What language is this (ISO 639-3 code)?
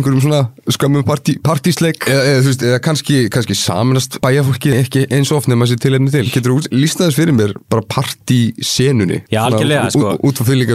isl